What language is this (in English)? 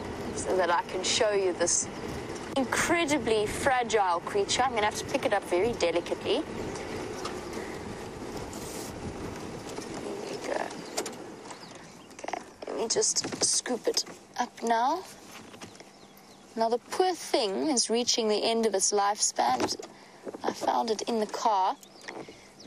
English